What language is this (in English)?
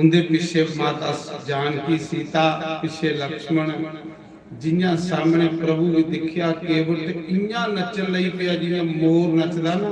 Dogri